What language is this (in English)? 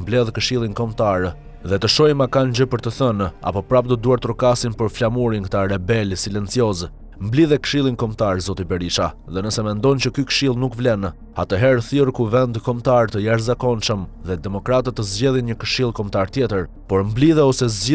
Albanian